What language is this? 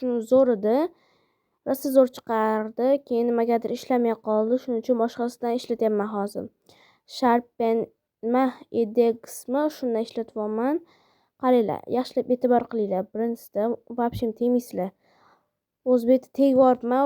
Uzbek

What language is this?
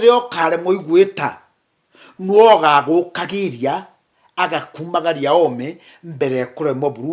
Meru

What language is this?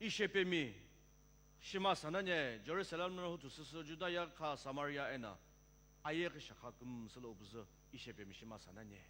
Sumi Naga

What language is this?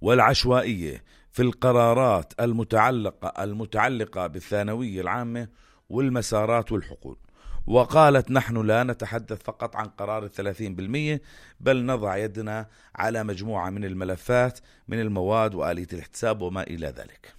North Levantine Arabic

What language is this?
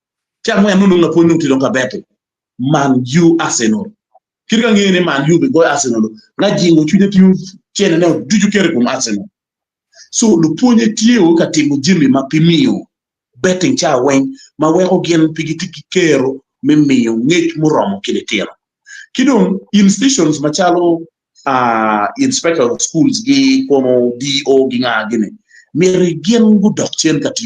Acoli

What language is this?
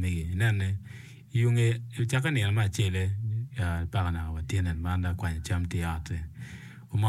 Acoli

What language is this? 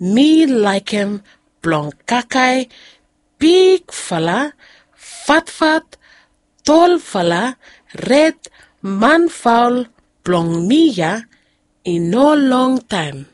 Bislama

